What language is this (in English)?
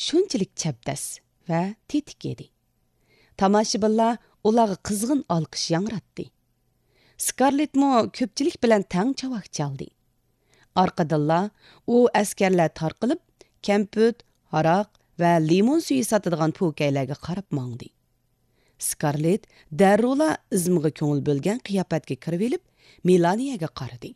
Uyghur